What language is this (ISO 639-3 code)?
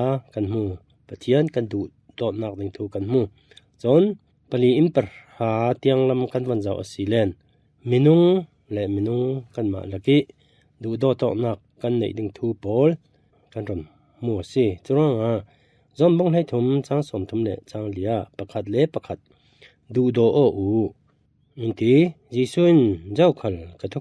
cfm